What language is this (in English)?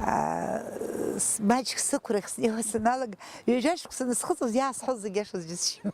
Abkhazian